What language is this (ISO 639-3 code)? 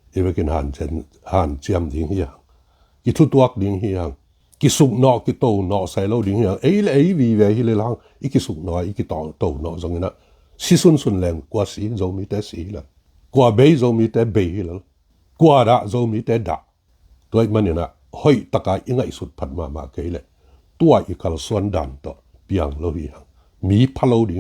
ctd